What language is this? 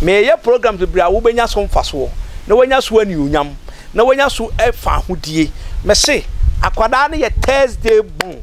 Akan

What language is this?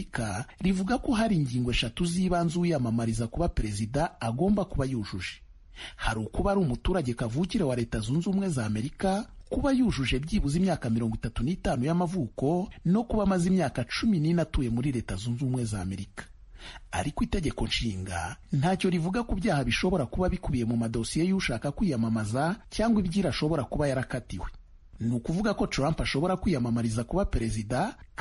Kinyarwanda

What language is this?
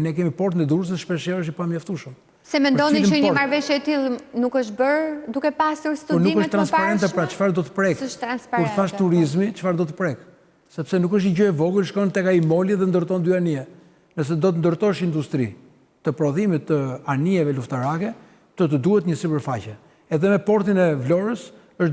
Albanian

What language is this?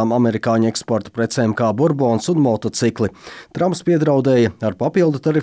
Latvian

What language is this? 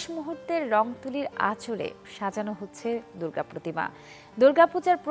Bangla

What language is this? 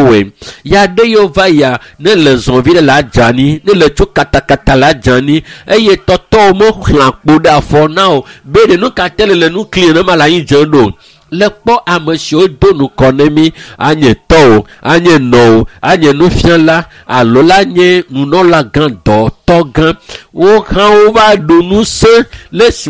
Ewe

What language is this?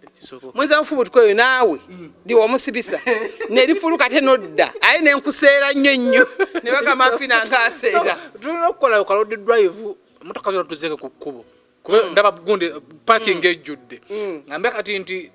Ganda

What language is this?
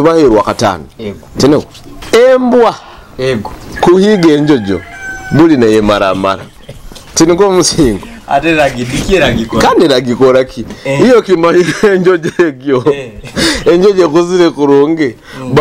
Nyoro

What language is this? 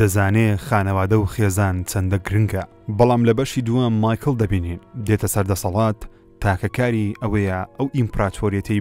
Central Kurdish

